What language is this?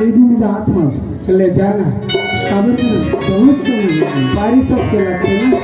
Chhattisgarhi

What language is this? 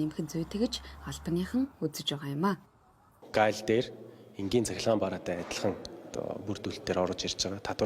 Mongolian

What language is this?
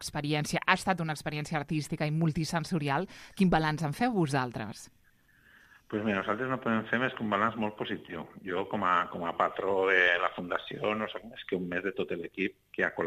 Catalan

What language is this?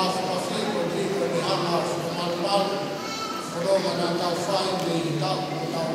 Tongan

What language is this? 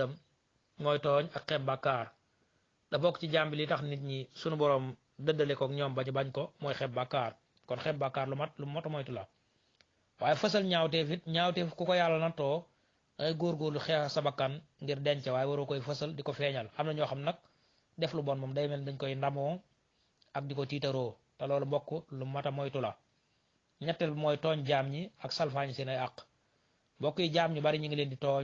Wolof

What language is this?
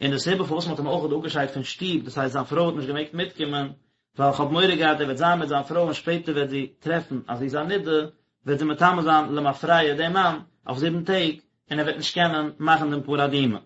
Yiddish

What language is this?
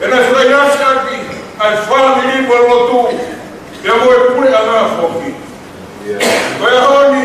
Tongan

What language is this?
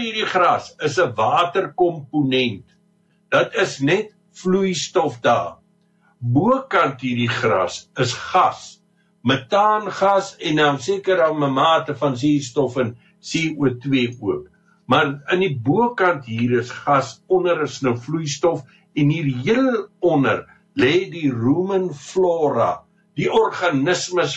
Afrikaans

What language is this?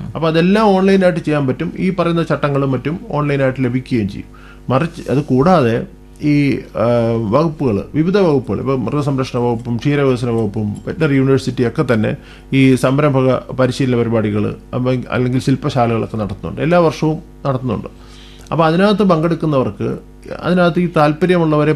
Malayalam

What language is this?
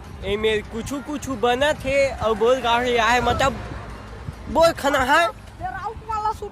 Chhattisgarhi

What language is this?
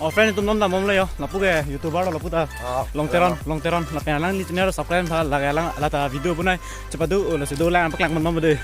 Karbi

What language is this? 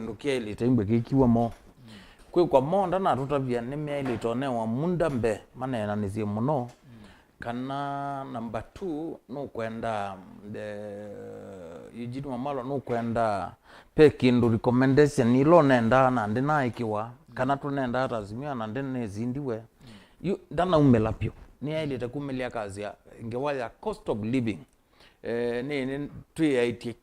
Kamba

